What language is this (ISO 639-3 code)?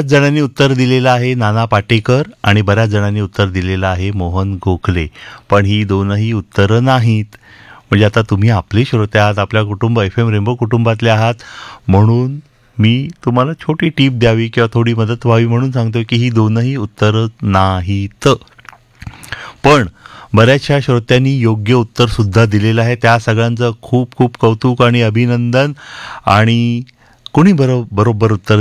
mar